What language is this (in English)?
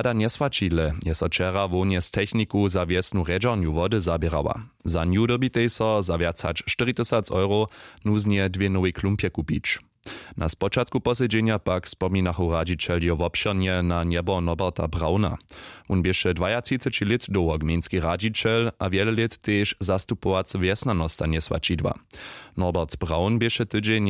Upper Sorbian